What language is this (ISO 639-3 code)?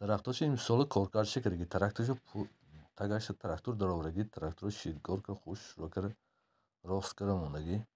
tgk